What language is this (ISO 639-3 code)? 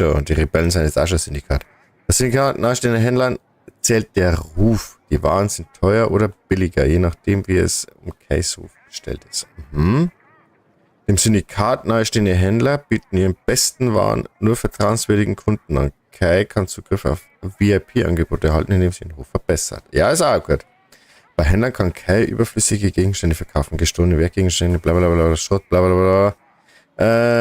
bar